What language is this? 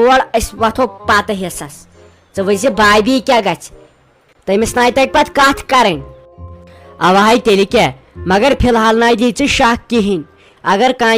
Kashmiri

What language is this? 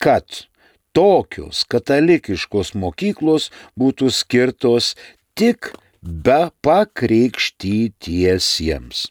Lithuanian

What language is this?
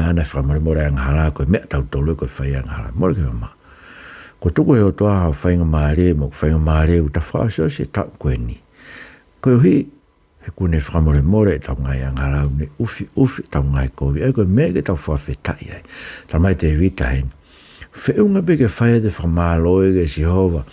Tongan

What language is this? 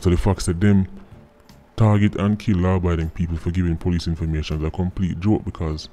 Jamaican Creole English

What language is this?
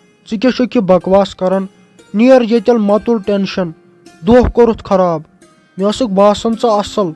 Kashmiri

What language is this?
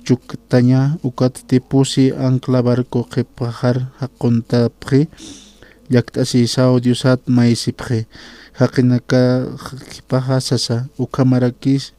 Aymara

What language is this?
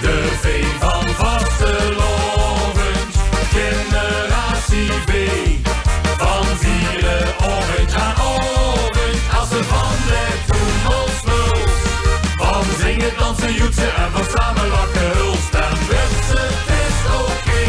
Limburgish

